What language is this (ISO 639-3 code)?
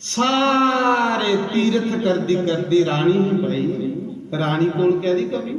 doi